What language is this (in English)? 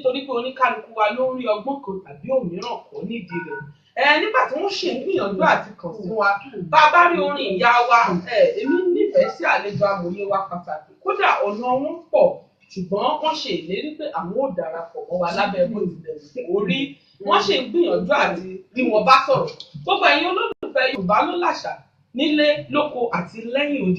Yoruba